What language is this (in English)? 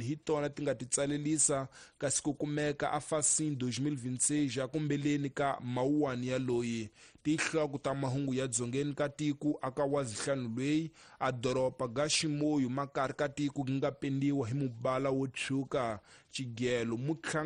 Tsonga